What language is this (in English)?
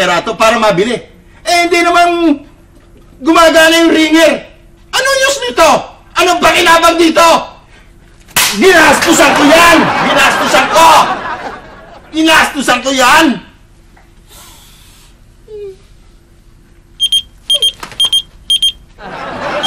Filipino